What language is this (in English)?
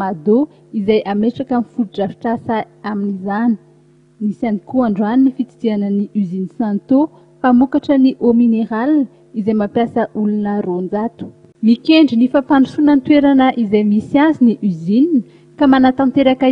Malagasy